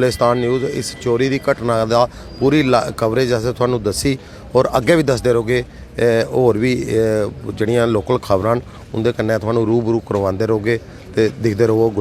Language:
Dogri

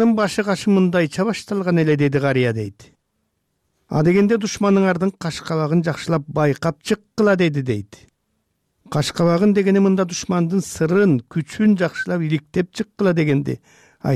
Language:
Kyrgyz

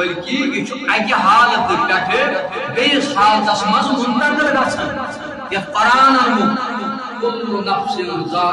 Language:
Kashmiri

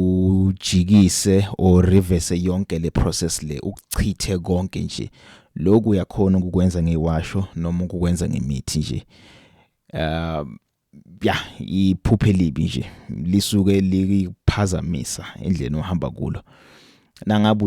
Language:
Zulu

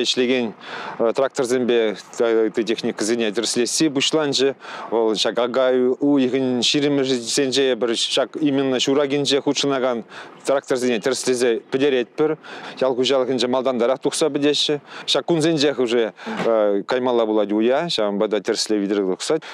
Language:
Chuvash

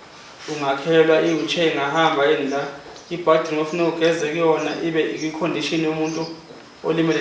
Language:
Zulu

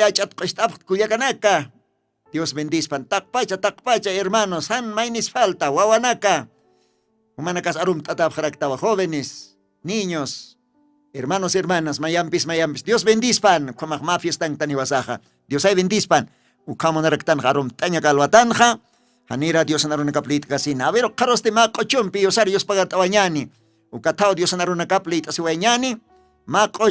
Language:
Aymara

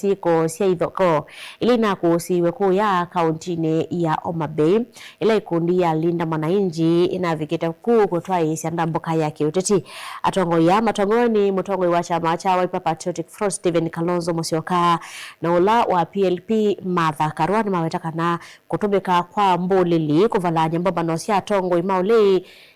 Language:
Kamba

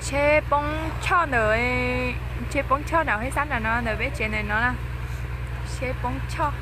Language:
Hmong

